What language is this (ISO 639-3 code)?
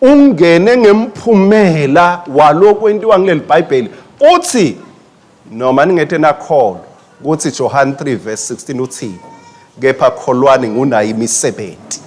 ssw